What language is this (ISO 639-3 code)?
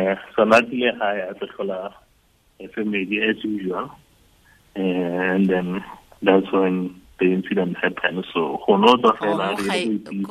tsn